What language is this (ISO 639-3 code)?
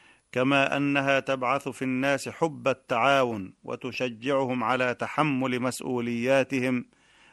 ara